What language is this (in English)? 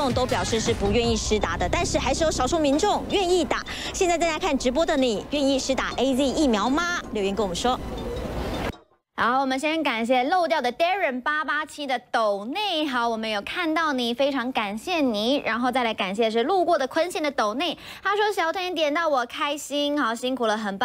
Chinese